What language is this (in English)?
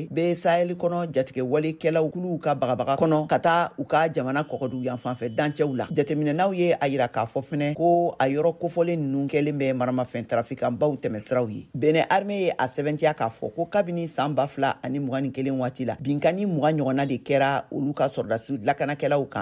Bambara